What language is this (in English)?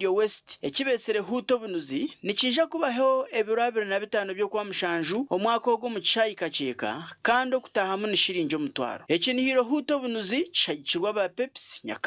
Nyankole